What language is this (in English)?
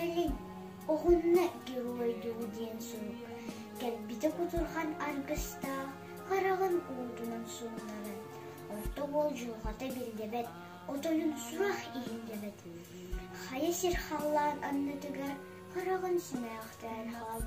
Yakut